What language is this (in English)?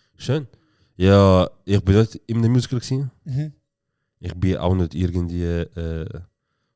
Swiss German